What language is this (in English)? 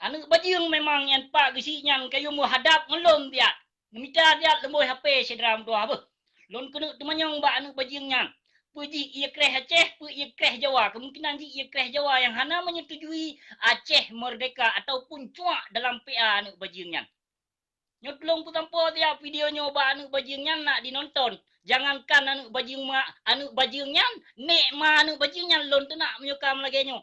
Achinese